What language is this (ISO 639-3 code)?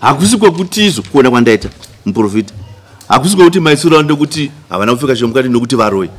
sna